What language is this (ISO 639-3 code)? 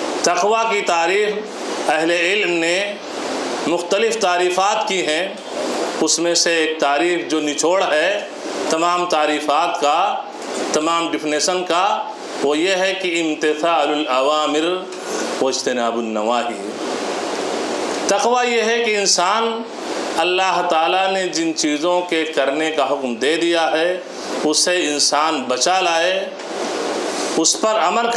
urd